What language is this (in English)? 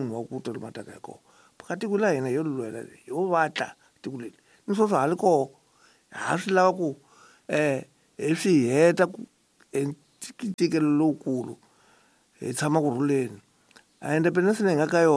Tsonga